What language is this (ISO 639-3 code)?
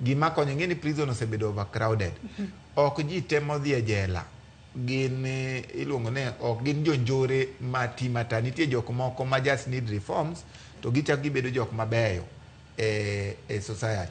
luo